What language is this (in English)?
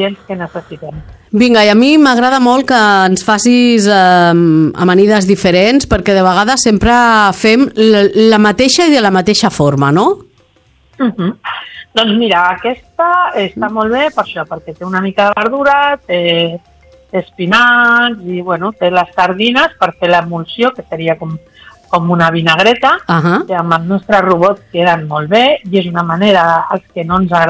Catalan